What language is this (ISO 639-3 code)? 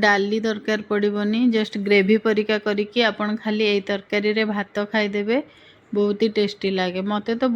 ori